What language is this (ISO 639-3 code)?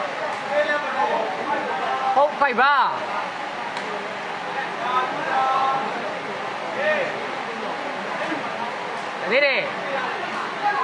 mya